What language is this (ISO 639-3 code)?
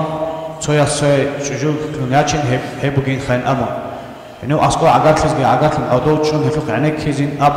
ava